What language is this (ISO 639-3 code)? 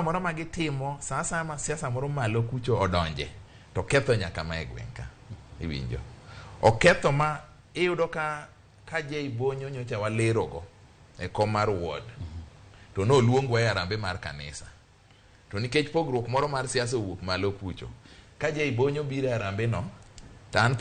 luo